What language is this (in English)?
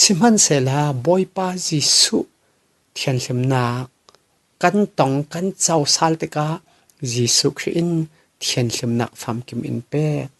Falam Chin